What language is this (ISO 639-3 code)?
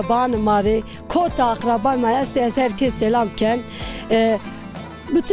zza